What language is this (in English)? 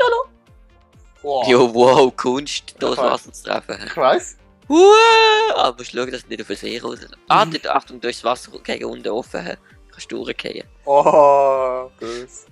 Swiss German